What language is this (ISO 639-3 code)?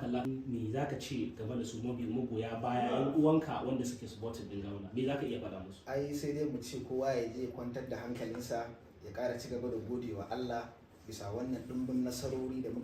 hau